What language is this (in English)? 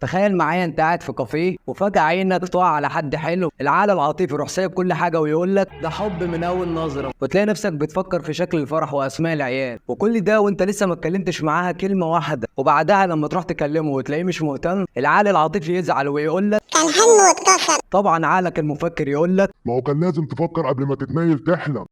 Egyptian Arabic